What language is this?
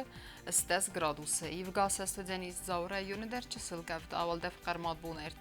Ossetic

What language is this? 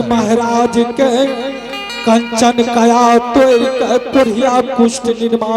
Angika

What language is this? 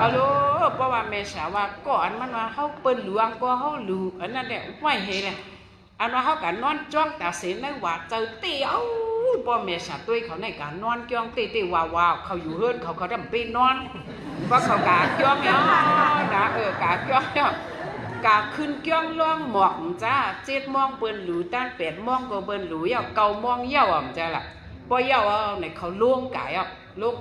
Shan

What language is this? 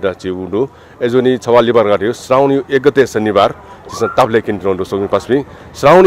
Newari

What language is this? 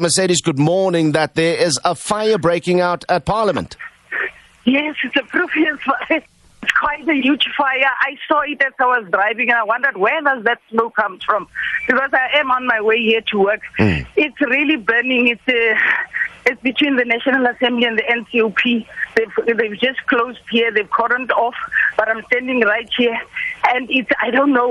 English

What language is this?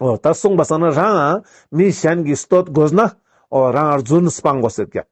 Ladakhi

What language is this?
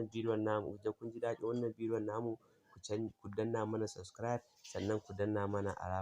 Hausa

